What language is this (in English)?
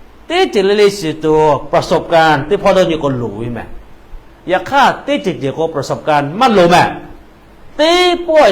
Lahu